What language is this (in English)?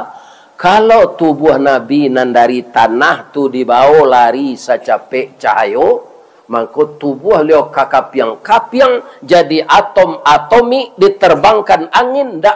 Minangkabau